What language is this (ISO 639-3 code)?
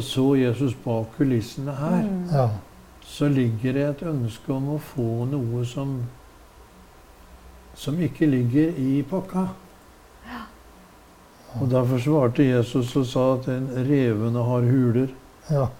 nor